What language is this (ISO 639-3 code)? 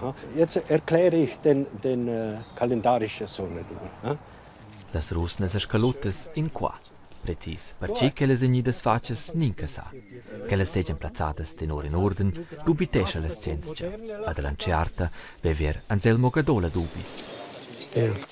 roh